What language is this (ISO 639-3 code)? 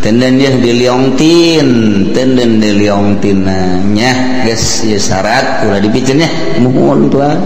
sun